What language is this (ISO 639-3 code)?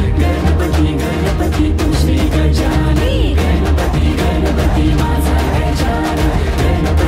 mar